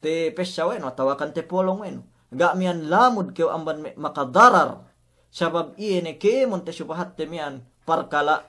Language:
Yakan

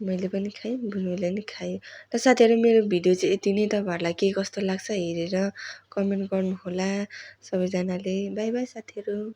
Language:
Nepali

